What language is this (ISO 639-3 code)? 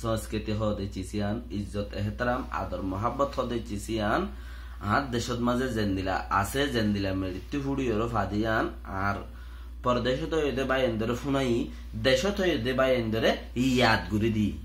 rhg